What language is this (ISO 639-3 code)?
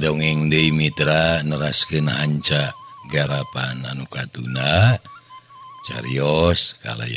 sun